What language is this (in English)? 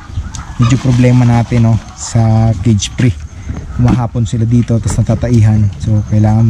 Filipino